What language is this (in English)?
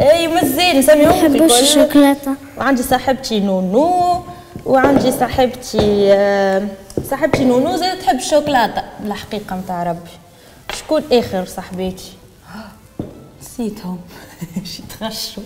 Tunisian Arabic